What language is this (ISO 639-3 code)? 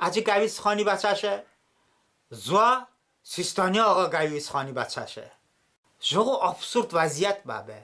tly